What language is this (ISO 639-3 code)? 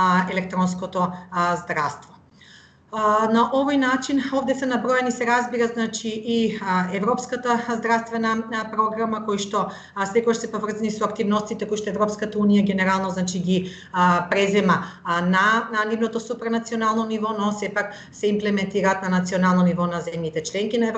mkd